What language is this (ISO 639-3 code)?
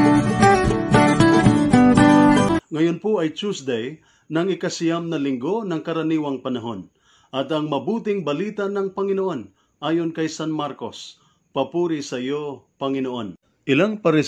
fil